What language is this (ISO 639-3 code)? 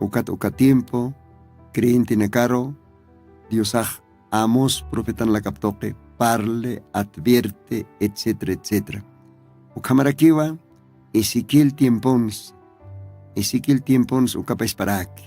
aym